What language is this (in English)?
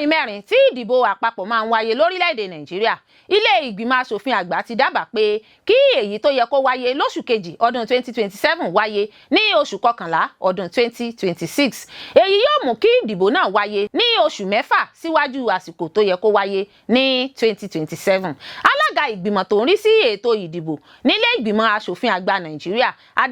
Yoruba